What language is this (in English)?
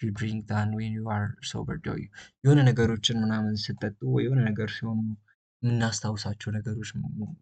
Amharic